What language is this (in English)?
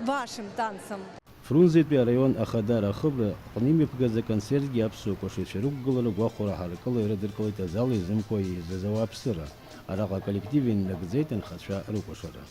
Abkhazian